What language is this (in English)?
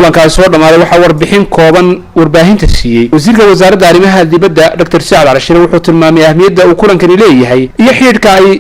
Somali